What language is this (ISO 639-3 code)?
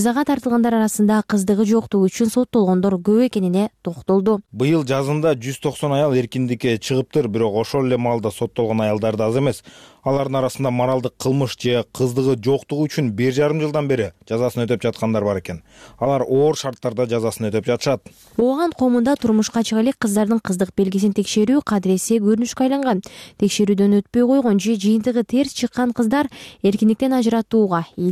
kir